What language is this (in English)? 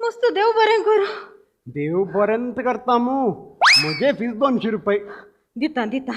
Konkani